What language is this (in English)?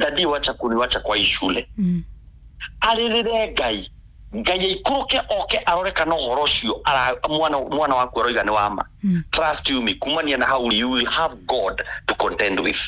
Kikuyu